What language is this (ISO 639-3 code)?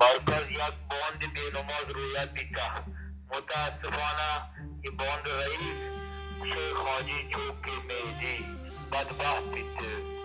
bal